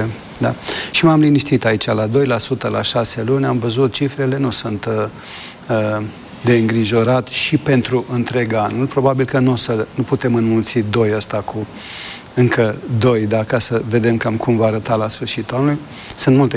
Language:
Romanian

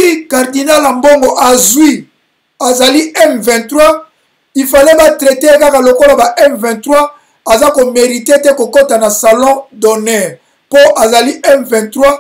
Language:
Lingala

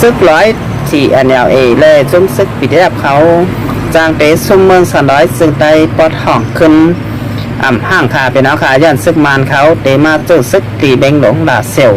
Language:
Shan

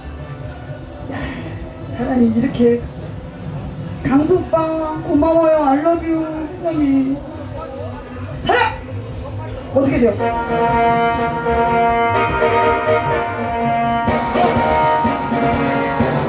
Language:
Korean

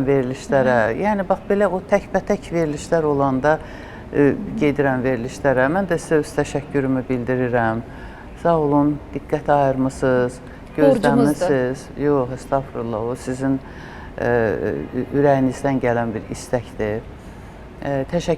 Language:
Azerbaijani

